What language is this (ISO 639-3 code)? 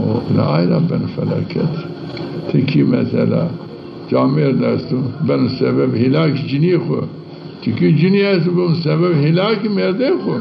zza